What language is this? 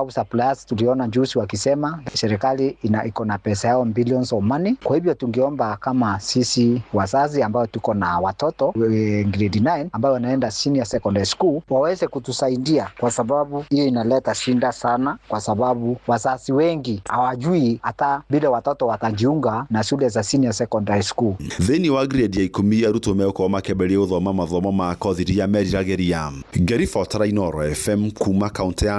Kikuyu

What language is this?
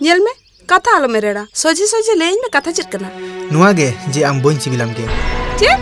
Santali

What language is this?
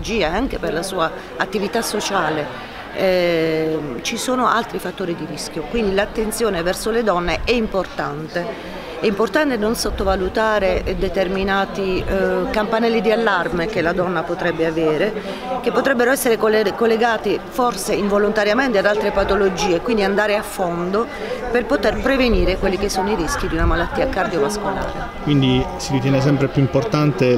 Italian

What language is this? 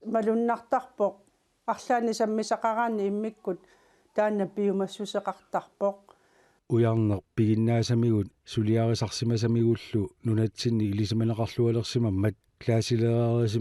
Kalaallisut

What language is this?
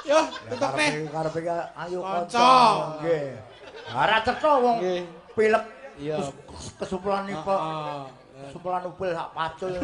Javanese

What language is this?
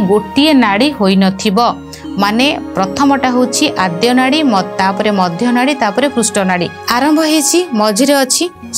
Odia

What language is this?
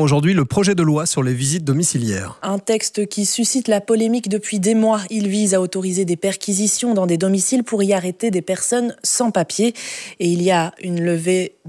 French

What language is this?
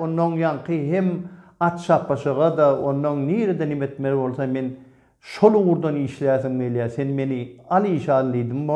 Turkmen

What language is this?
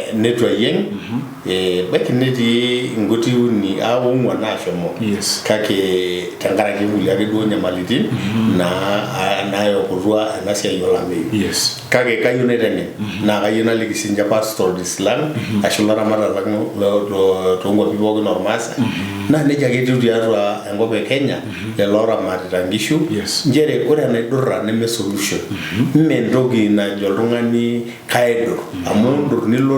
Masai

